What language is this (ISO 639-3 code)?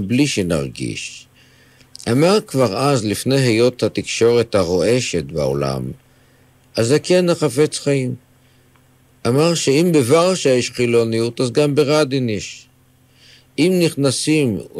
heb